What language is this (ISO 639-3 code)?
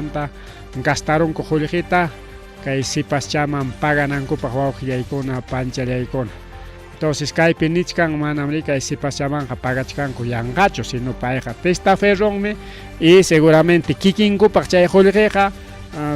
quy